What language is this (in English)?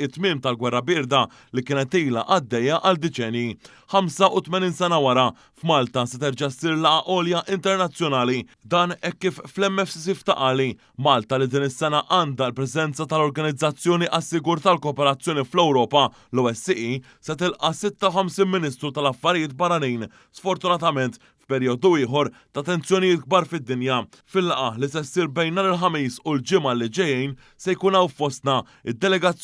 Maltese